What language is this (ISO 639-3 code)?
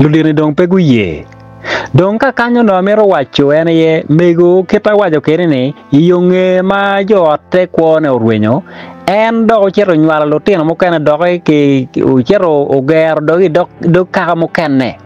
ach